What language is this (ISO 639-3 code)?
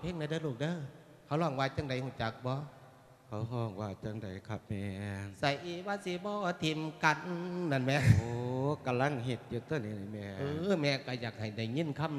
lao